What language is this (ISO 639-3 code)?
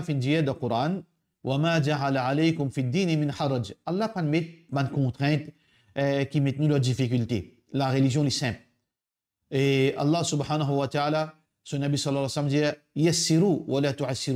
mfe